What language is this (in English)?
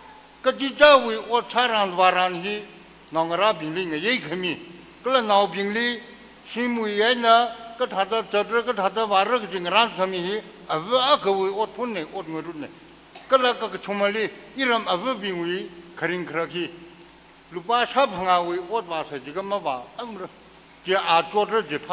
Tangkhul Naga (India)